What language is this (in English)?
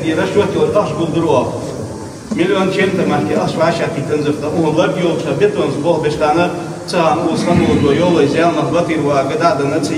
Ingush